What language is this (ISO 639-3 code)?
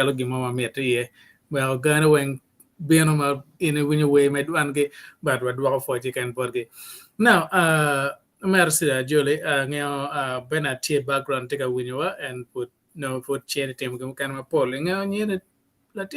ach